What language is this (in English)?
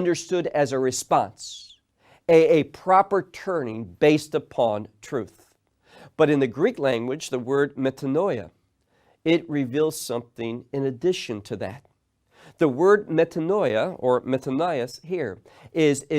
English